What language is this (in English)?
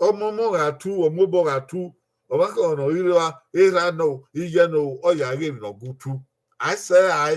Bini